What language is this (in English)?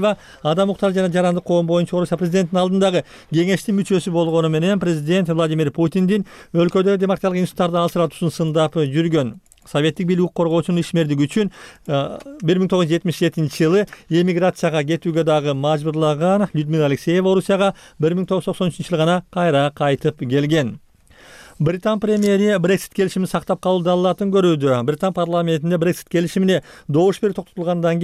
Kyrgyz